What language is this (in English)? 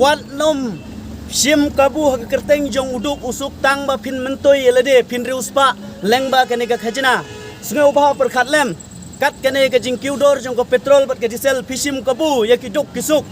Khasi